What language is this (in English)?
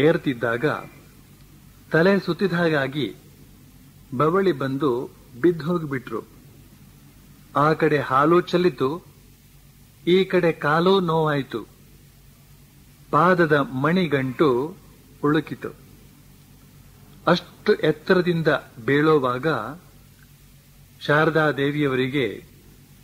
Kannada